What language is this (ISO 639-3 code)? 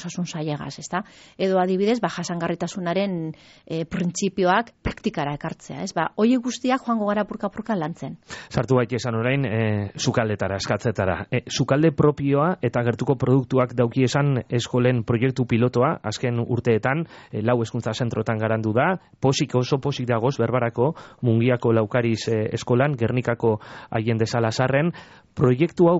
eus